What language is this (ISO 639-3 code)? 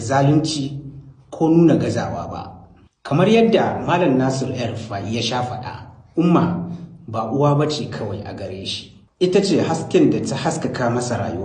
hau